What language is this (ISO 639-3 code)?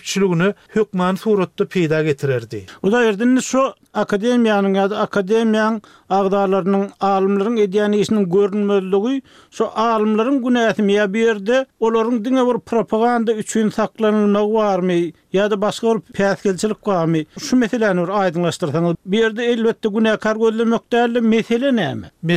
tuk